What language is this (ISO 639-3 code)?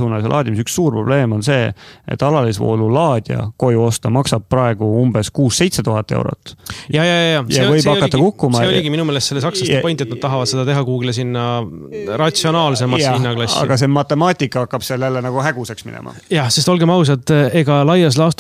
est